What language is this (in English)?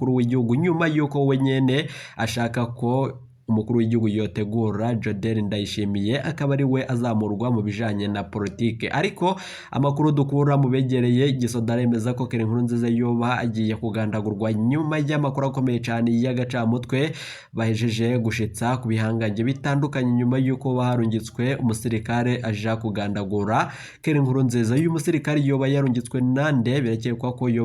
Rundi